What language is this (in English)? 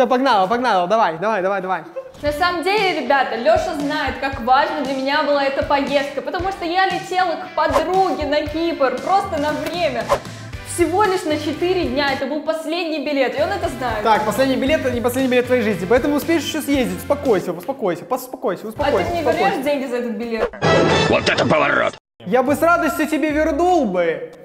Russian